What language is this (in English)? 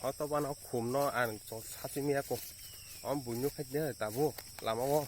Kok Borok